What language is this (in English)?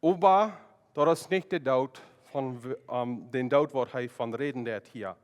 Plautdietsch